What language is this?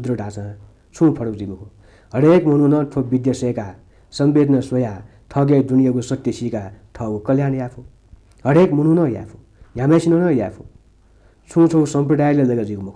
Newari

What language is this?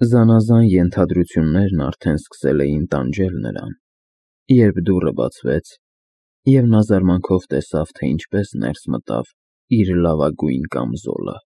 Armenian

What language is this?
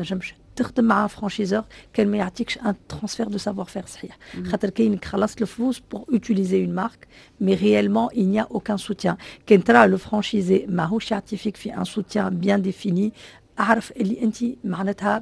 Tunisian Arabic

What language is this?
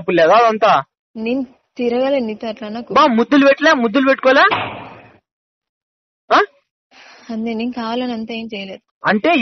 Telugu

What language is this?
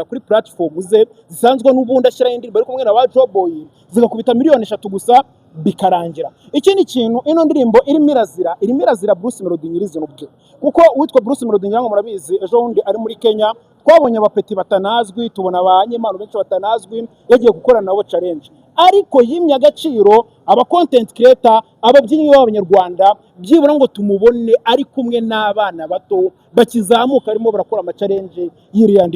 Kinyarwanda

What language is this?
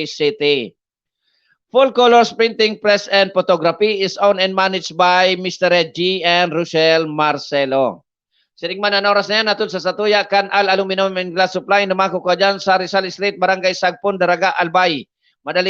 Bikol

